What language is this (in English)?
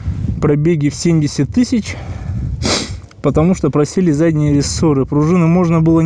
Russian